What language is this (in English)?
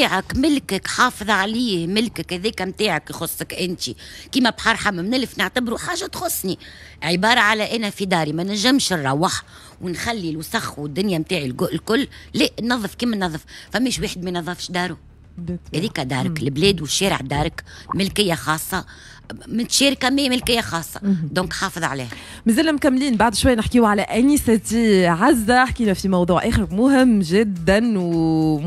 Tunisian Arabic